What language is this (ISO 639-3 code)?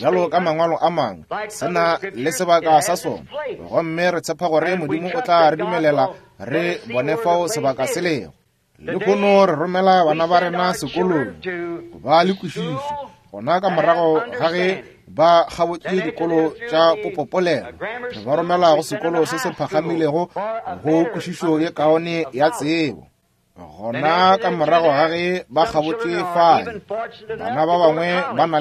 nso